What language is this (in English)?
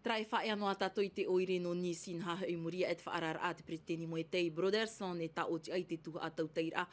Tahitian